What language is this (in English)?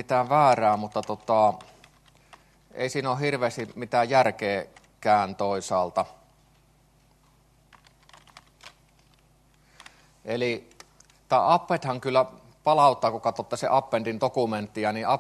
Finnish